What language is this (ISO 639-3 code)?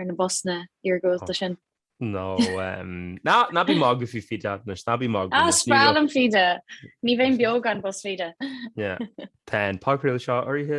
gle